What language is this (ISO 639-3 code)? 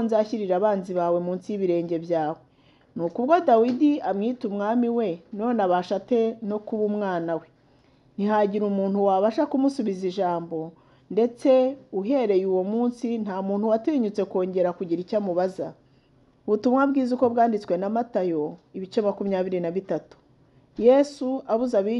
kin